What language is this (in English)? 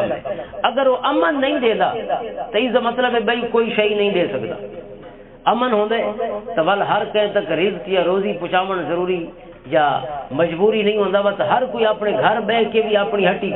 Western Panjabi